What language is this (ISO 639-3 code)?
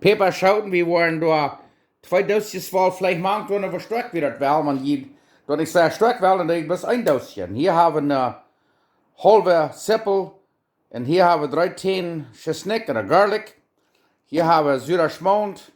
pdt